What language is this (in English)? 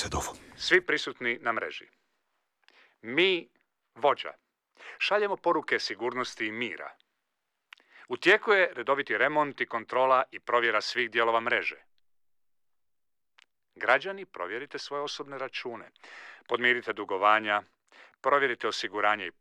Croatian